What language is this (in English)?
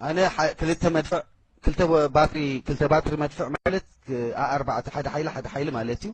Tigrinya